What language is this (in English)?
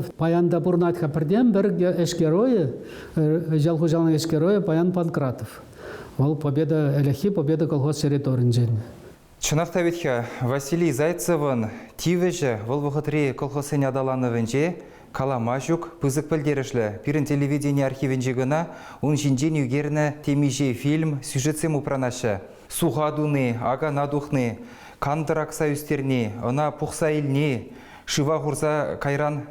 Chuvash